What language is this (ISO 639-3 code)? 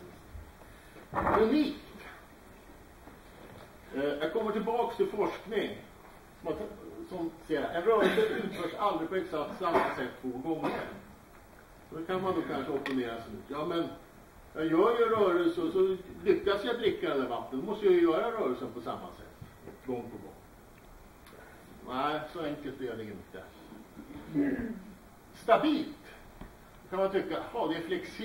swe